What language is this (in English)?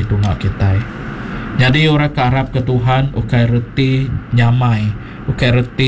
Iban